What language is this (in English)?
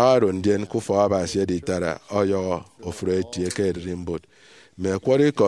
Efik